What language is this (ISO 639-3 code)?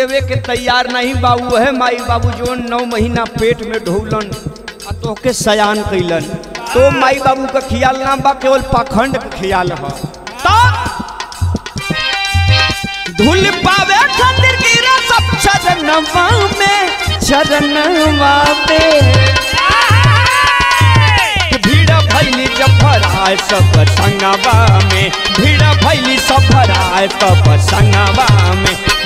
bho